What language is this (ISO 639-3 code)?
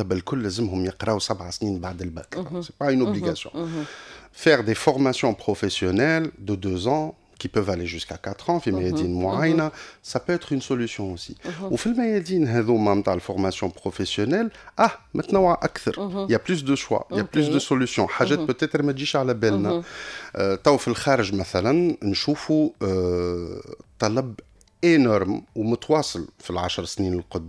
aeb